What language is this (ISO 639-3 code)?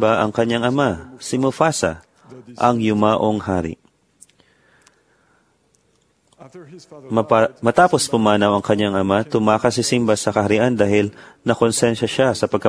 fil